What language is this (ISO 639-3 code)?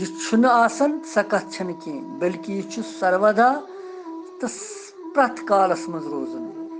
kas